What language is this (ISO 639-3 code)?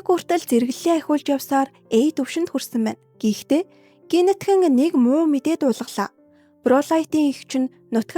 mon